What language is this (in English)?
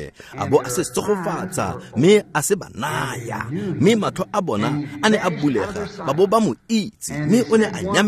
Tswana